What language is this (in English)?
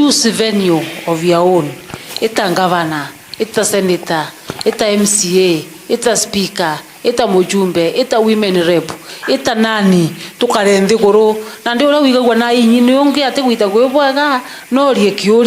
Meru